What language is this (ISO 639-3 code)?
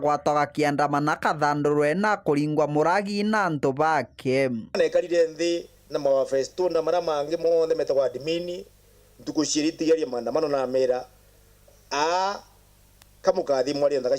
mer